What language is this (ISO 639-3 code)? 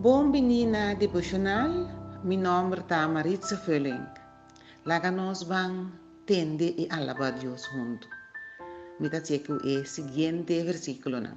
pap